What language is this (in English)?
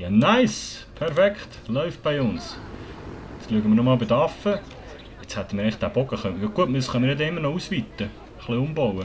Swiss German